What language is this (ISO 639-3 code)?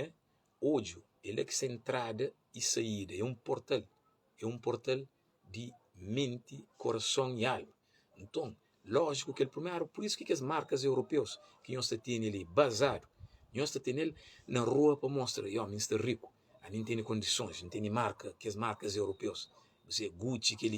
kea